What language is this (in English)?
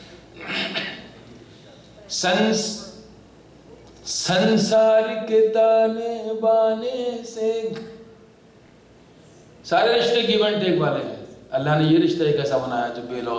Urdu